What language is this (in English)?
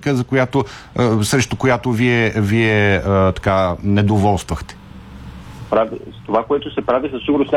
Bulgarian